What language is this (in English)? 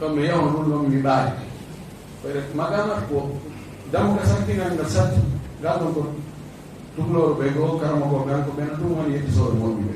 Fula